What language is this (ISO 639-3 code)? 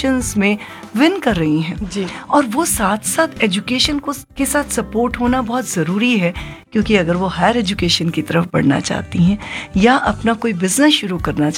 hin